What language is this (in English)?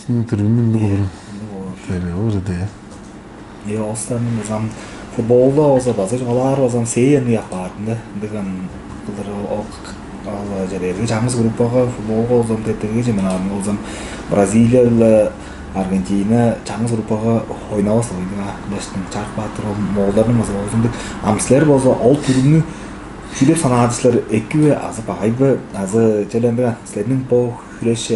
Tuvinian